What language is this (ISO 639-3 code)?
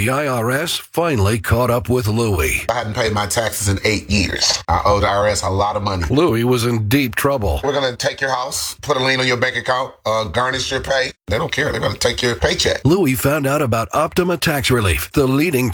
eng